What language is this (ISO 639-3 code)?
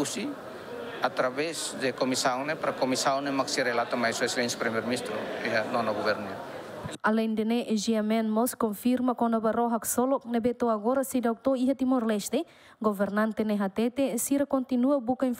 tet